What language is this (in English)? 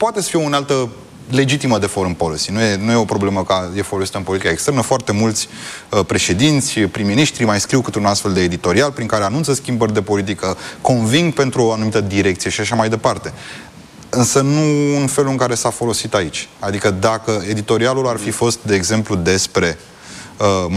Romanian